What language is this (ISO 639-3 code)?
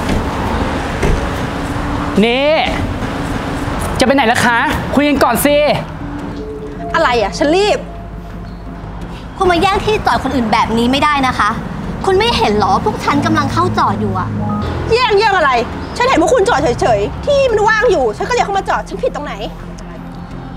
tha